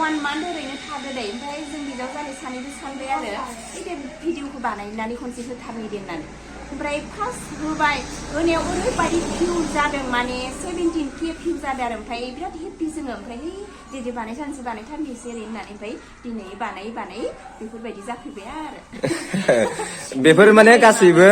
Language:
Bodo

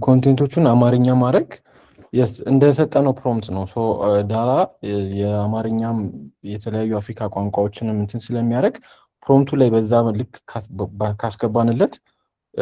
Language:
Amharic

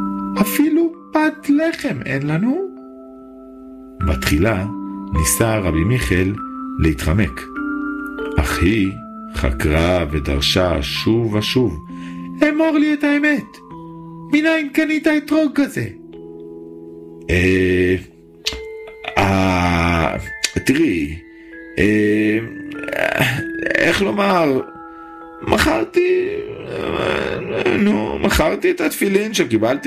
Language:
Hebrew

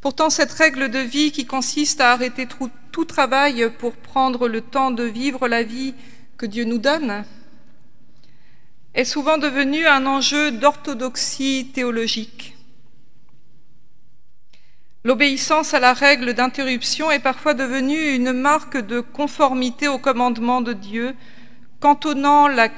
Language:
French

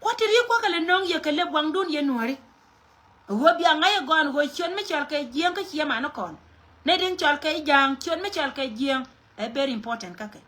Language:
Nuer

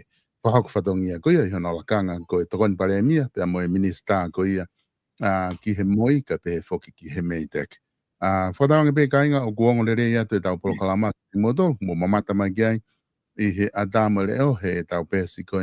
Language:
Tongan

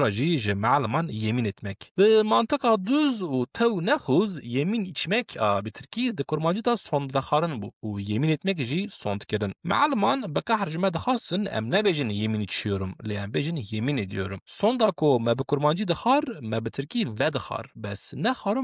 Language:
Kurdish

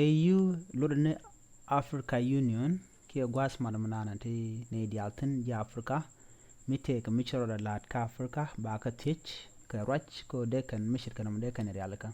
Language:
Nuer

